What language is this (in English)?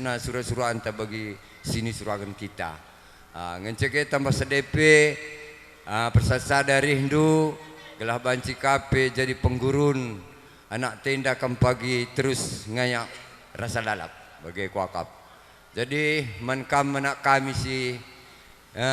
Batak Karo